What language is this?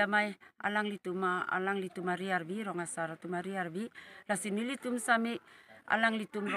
Karbi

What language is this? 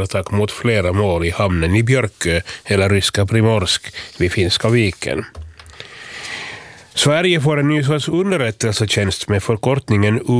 Swedish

